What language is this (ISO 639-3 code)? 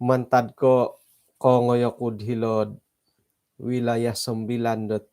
dtp